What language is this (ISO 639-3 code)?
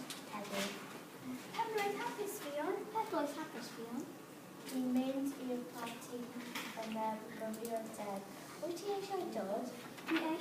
cym